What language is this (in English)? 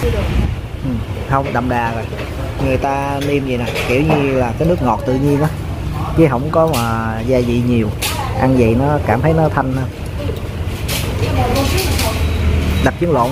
Vietnamese